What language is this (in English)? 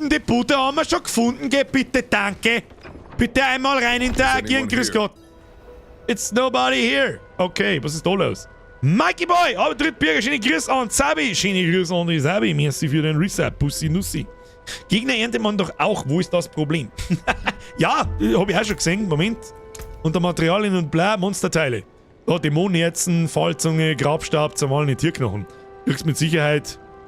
Bavarian